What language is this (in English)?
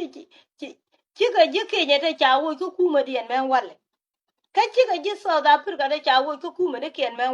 Nuer